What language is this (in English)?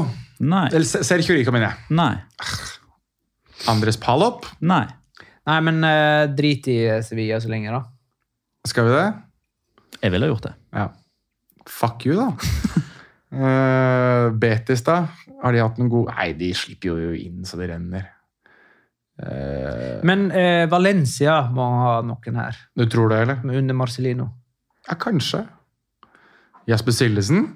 Norwegian